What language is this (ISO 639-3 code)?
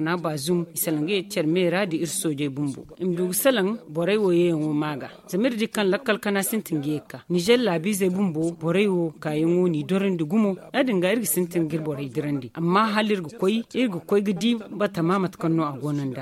dje